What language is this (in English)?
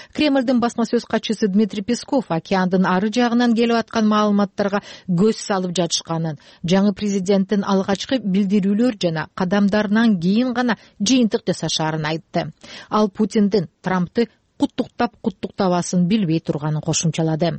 Kyrgyz